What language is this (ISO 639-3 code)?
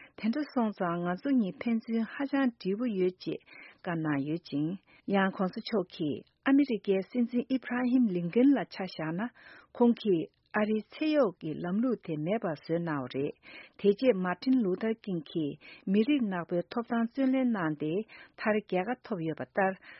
bod